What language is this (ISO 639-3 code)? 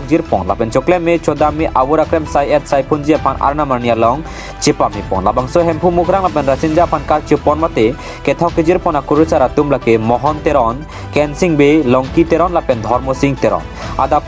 mjw